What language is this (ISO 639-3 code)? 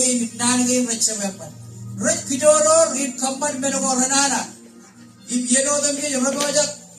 mah